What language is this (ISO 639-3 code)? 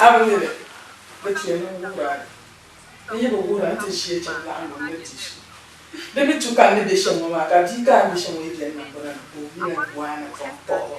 dag